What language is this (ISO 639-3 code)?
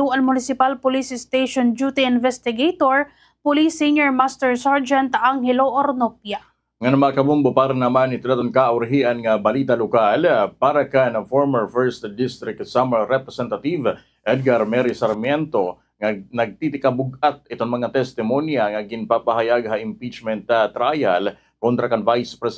war